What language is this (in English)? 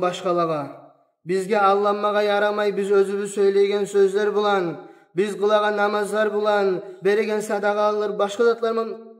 Kumyk